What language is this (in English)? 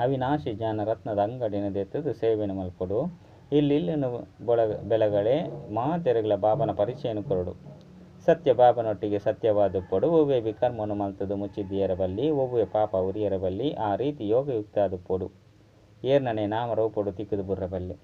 Tulu